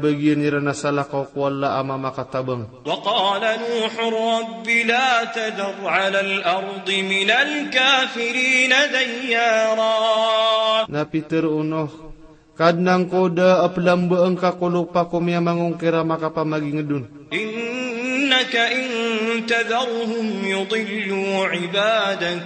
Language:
Maranao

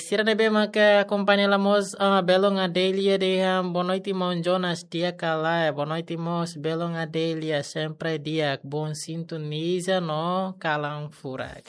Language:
Tetum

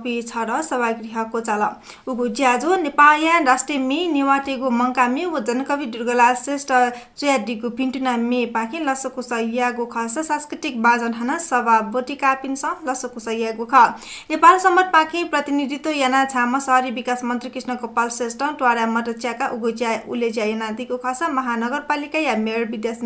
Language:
Newari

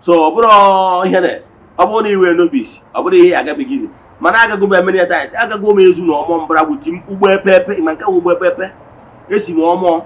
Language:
Igbo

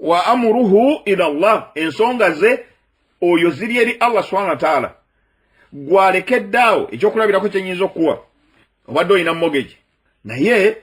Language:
Ganda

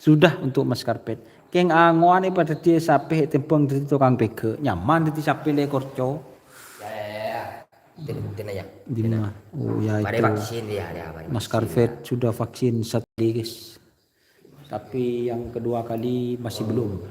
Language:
Madurese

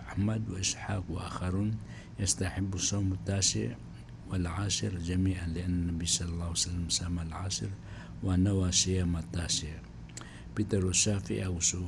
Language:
Maranao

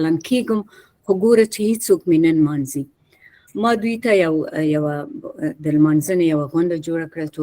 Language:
Pashto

